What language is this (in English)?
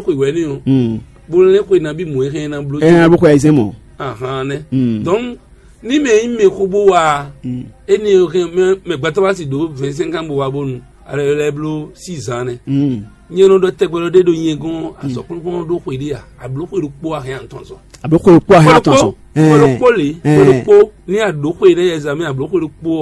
Fon